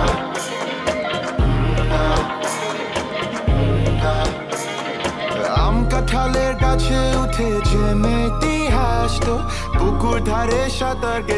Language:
Bangla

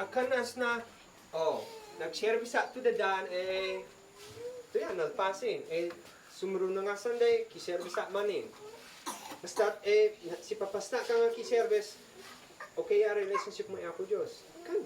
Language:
Isnag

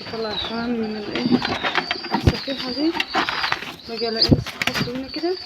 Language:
Egyptian Arabic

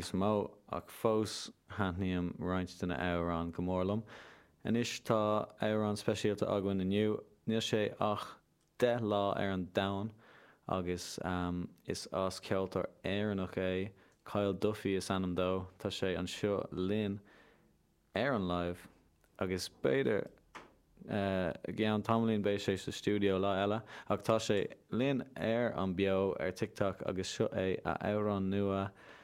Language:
Irish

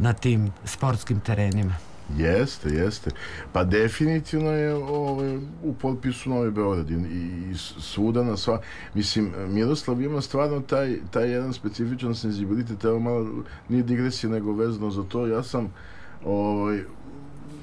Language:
Serbian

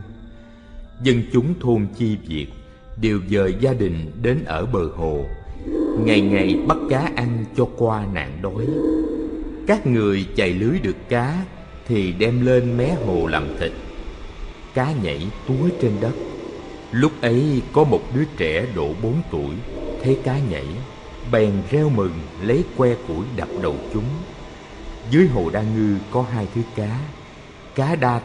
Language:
Vietnamese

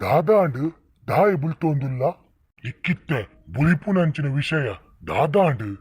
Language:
Tulu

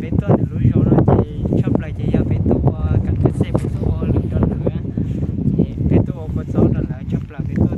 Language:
Hmong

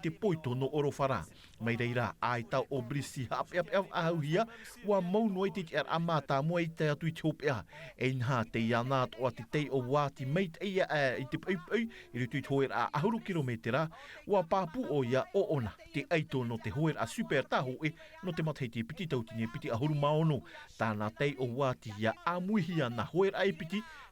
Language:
Tahitian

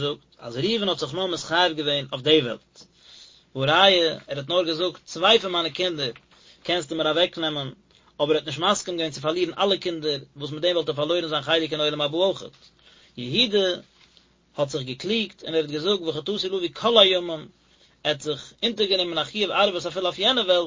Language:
Yiddish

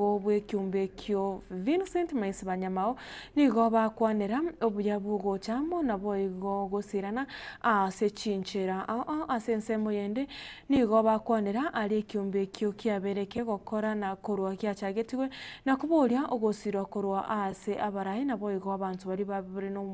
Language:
Gusii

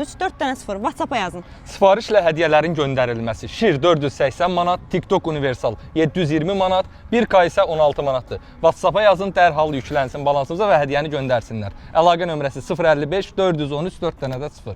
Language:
Azerbaijani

